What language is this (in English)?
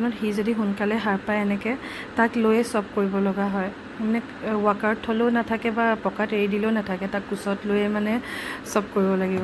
Assamese